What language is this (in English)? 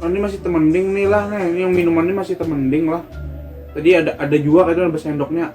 Banjar